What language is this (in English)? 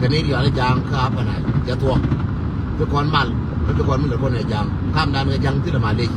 Nuer